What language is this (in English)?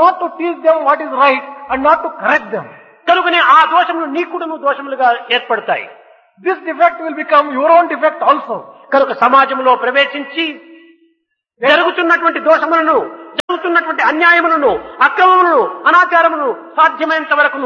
Telugu